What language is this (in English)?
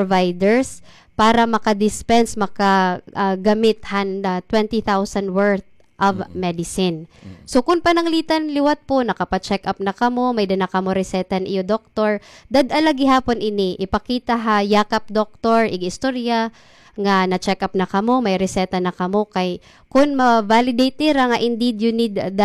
Waray